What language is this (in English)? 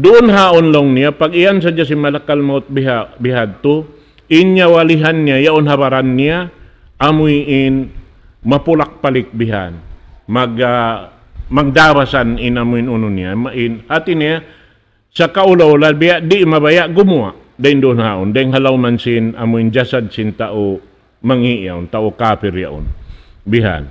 Tausug